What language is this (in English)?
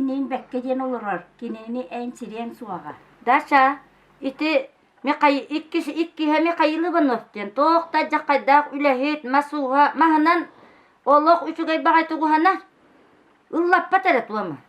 Yakut